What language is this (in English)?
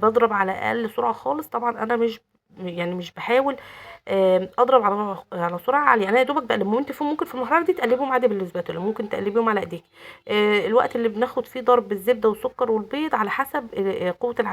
Egyptian Arabic